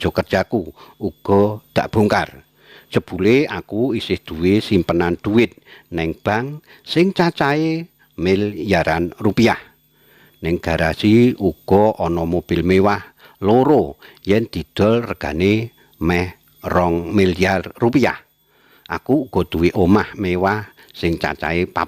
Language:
Javanese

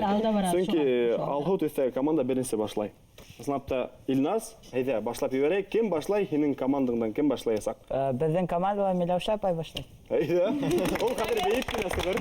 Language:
Bashkir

